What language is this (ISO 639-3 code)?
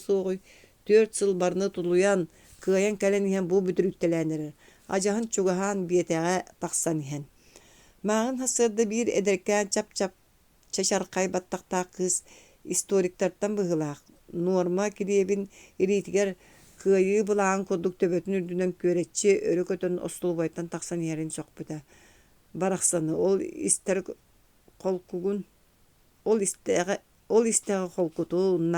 sah